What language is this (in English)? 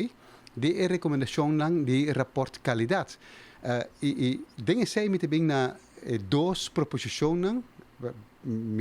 Papiamento